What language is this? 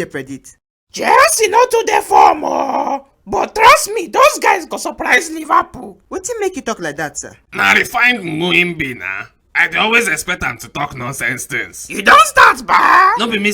Nigerian Pidgin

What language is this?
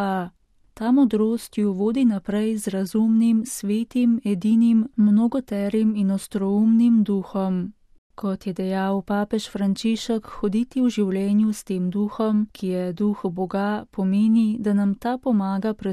Slovenian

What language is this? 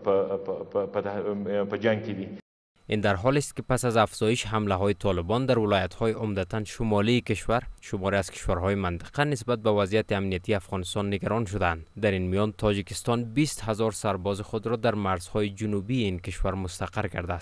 Persian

